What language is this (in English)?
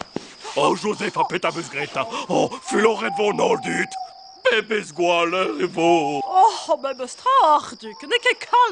Breton